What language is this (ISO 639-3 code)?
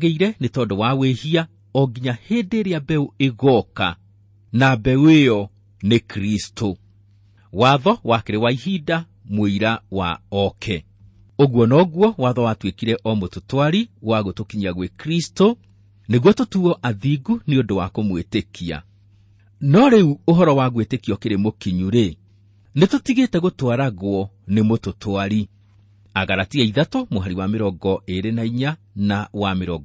kik